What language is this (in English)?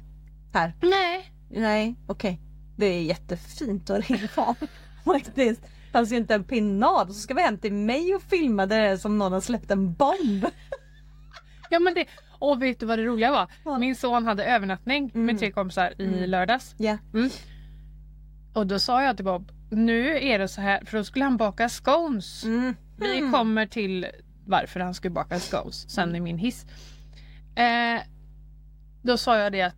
Swedish